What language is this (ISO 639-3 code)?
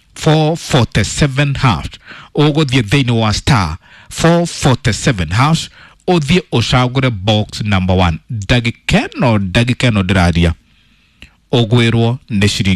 kik